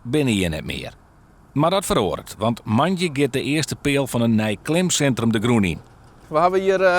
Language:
Western Frisian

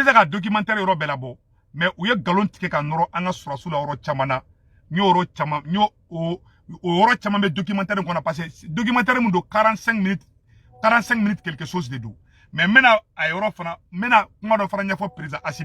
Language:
Bambara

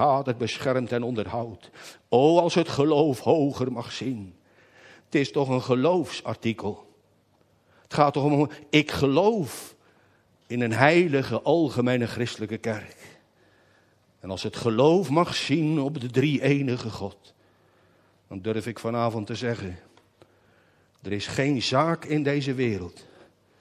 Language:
Dutch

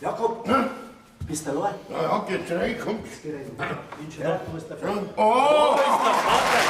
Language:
Bavarian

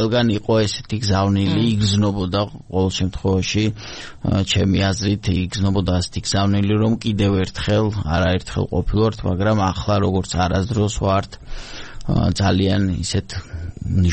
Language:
Georgian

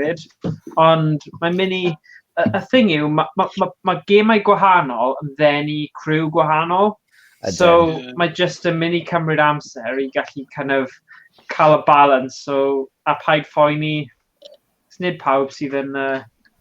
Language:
Welsh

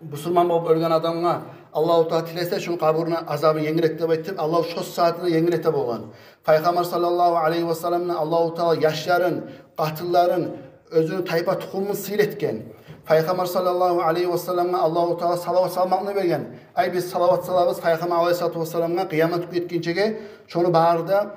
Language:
Kumyk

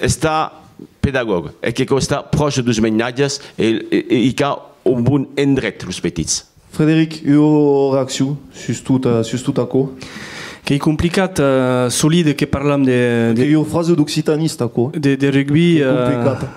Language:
Occitan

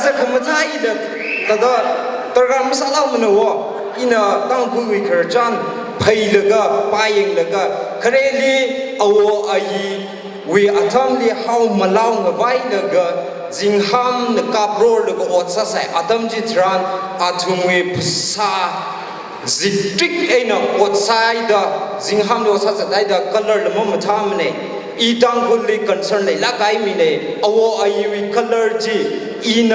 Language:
Tangkhul Naga (India)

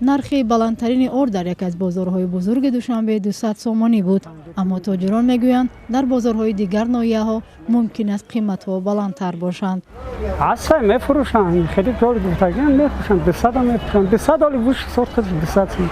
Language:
Tajik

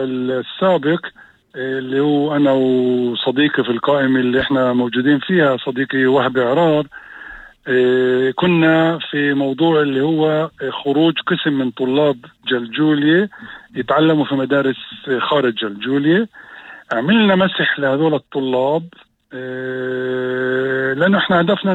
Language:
North Levantine Arabic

